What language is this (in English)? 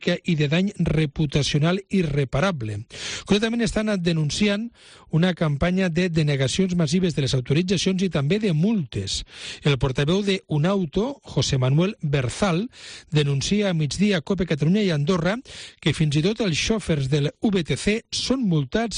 Catalan